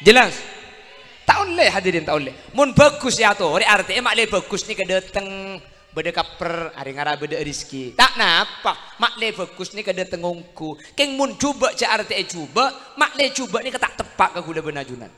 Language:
Madurese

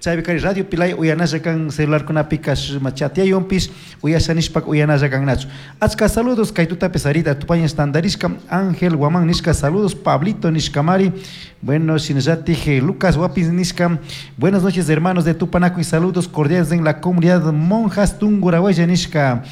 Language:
Chimborazo Highland Quichua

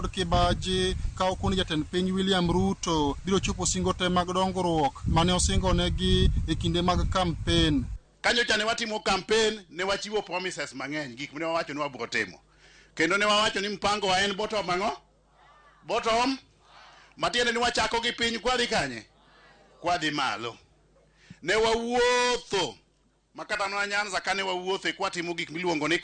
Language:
Luo (Kenya and Tanzania)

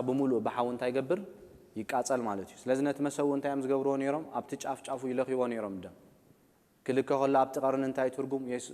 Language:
Tigrinya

